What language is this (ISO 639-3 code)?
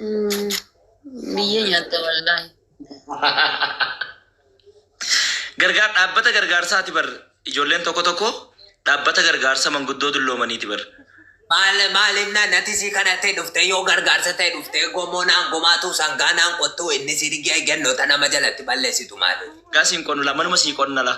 orm